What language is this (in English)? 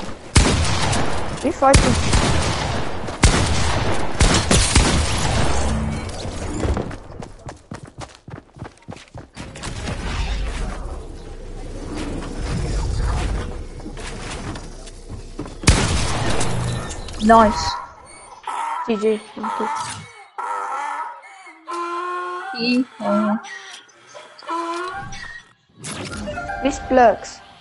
Afrikaans